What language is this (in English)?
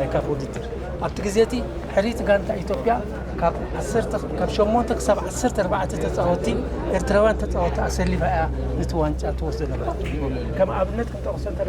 Tigrinya